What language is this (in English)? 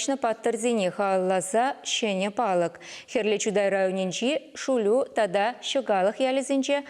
Chuvash